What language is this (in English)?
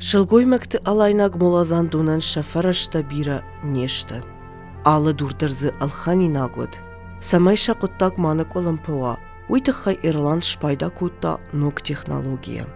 Ossetic